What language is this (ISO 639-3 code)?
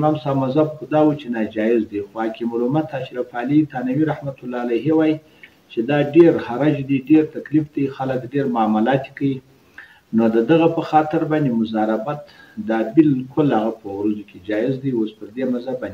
pus